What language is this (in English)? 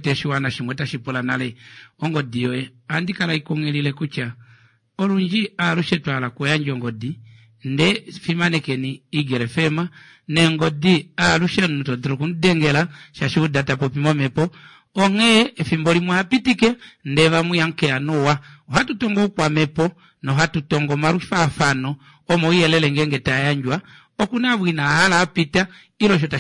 Kuanyama